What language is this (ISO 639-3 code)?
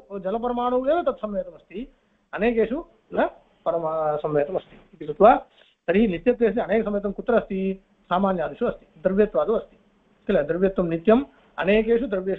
san